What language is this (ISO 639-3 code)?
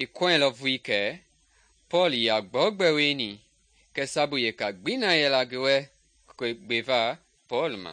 men